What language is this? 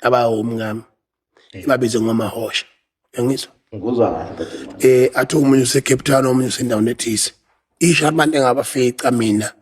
Zulu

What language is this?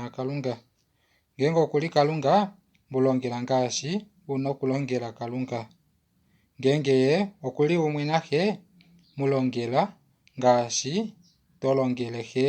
Kuanyama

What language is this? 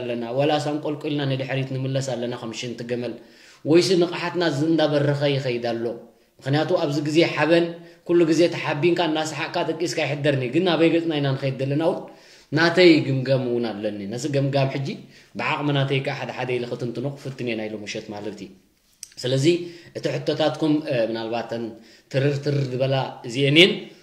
Tigrinya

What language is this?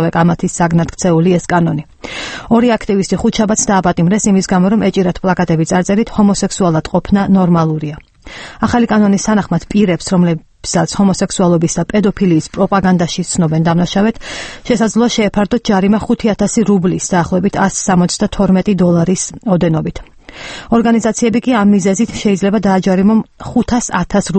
Georgian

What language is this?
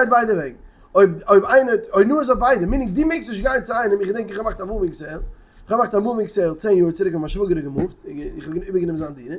Yiddish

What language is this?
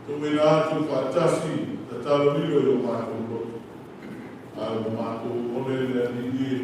Samoan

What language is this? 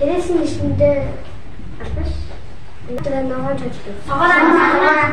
Tuvinian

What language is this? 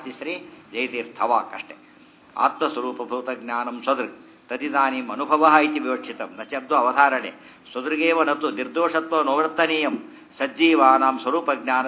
Kannada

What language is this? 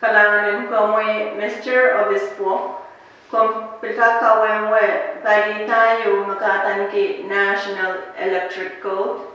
Pohnpeian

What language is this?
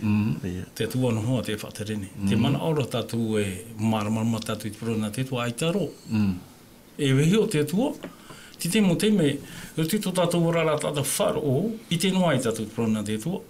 Tahitian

